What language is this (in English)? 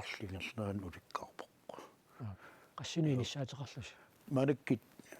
Kalaallisut